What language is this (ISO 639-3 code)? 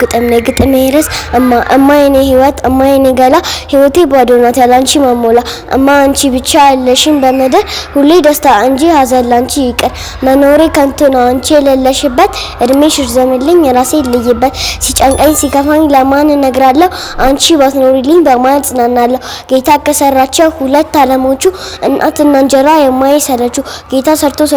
amh